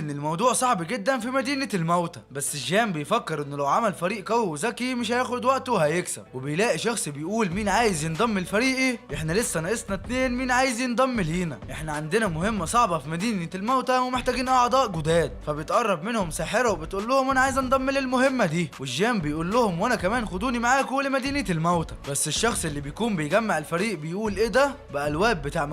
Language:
Egyptian Arabic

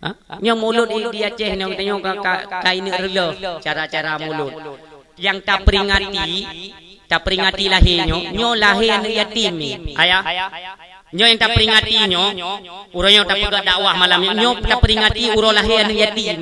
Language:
Achinese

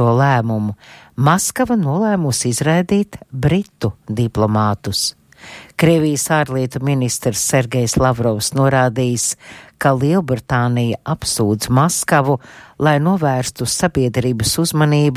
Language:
Latvian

